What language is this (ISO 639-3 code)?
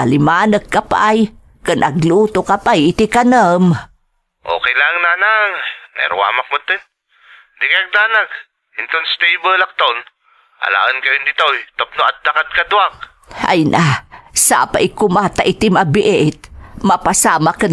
ilo